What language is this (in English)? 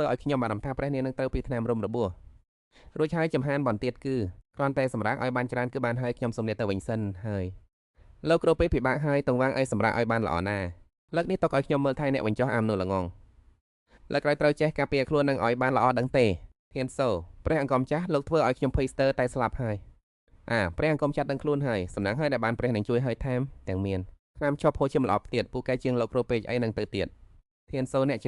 Khmer